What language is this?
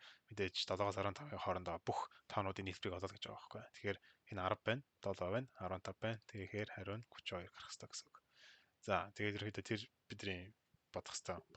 Mongolian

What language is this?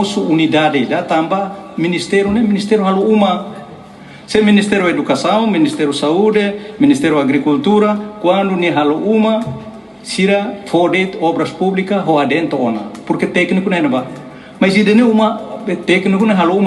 Tetum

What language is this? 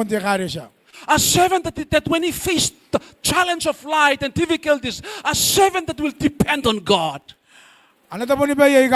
Gilbertese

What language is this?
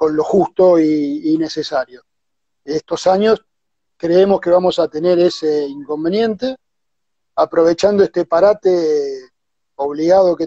Spanish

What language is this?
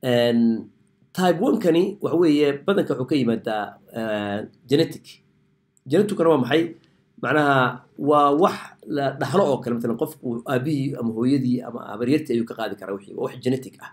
Somali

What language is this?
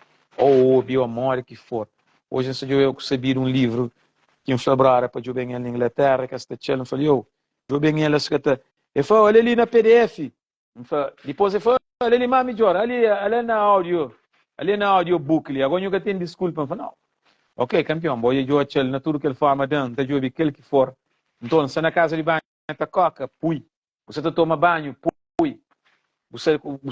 Kabuverdianu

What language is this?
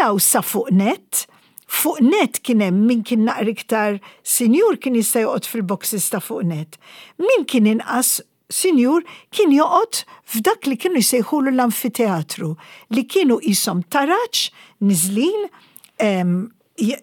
Maltese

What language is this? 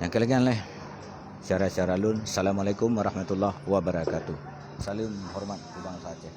Achinese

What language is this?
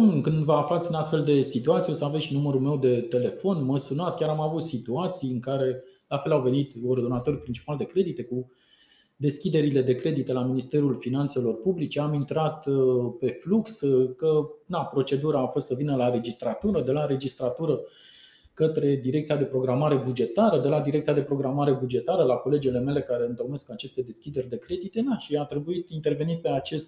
Romanian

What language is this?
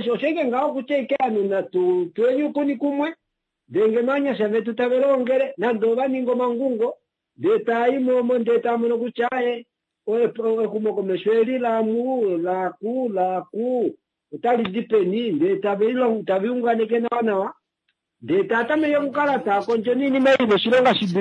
Kuanyama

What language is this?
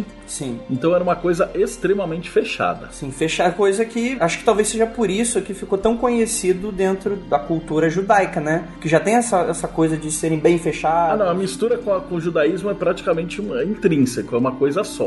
Portuguese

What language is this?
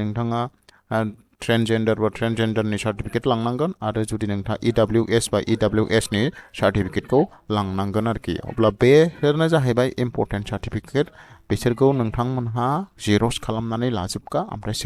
Bodo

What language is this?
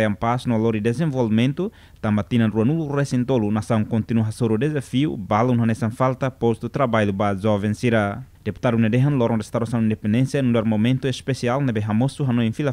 Tetum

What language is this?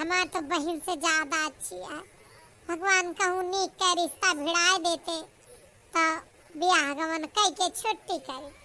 Awadhi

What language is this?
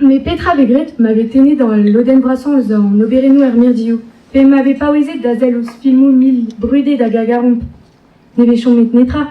Breton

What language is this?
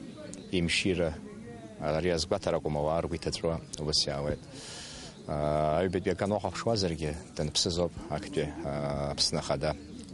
Abkhazian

